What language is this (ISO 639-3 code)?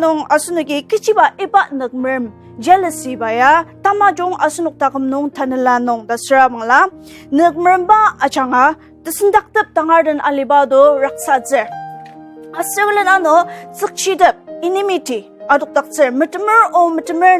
njo